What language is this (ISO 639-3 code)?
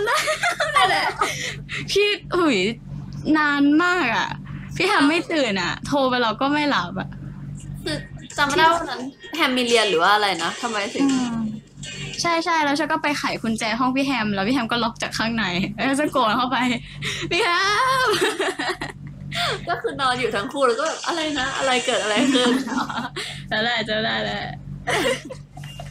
tha